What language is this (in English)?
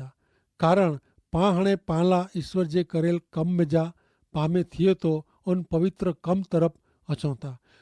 Kachhi